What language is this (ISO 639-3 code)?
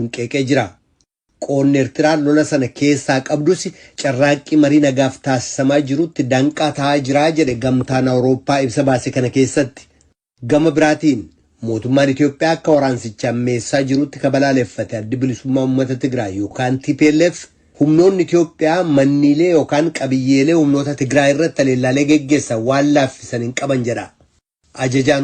orm